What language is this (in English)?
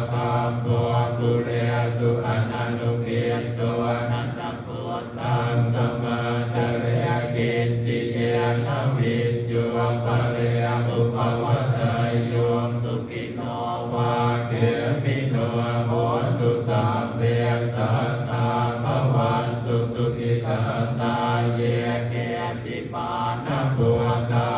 Pali